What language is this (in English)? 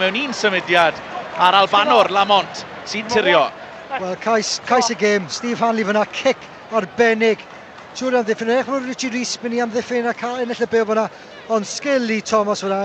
Welsh